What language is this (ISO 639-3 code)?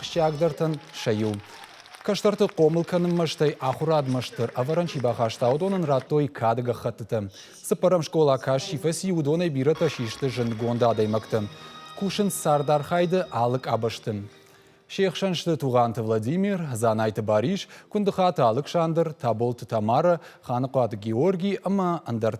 oss